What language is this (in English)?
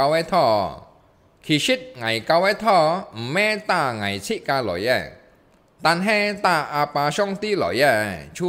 Hakka Chinese